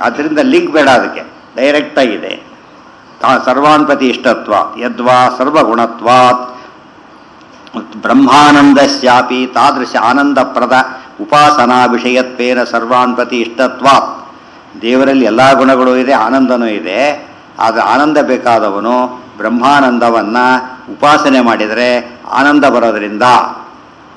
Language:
Kannada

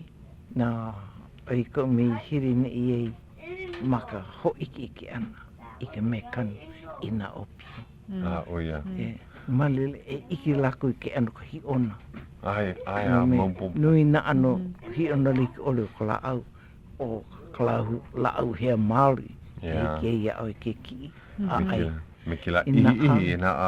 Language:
Hawaiian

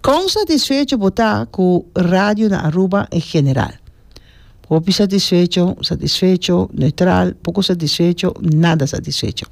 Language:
Papiamento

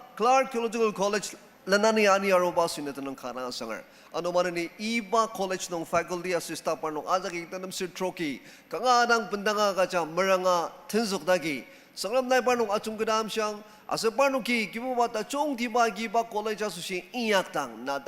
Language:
Ao Naga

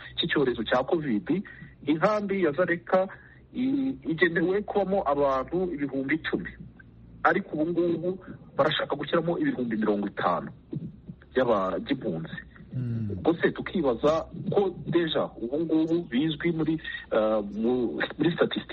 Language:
Kinyarwanda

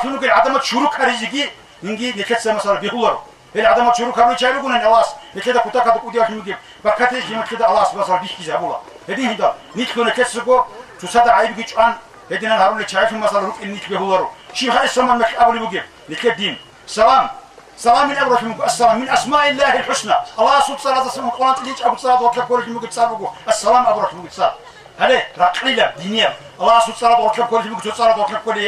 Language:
Avaric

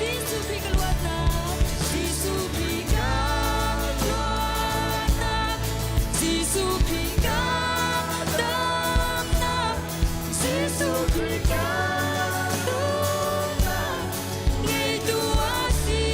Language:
Hakha Chin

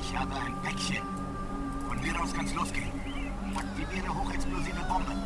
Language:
Bavarian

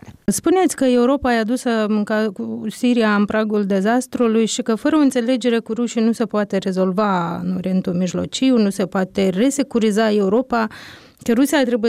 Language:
Romanian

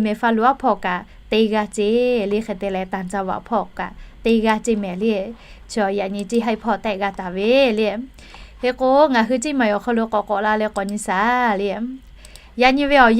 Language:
Lahu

